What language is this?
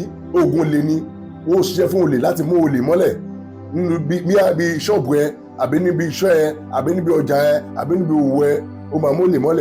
Yoruba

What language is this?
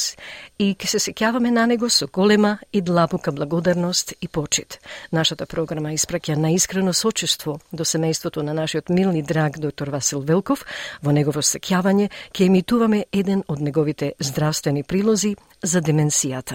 Macedonian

